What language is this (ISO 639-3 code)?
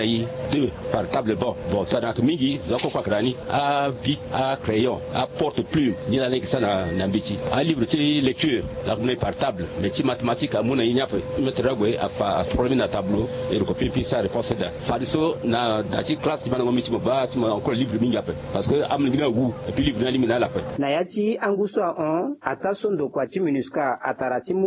sag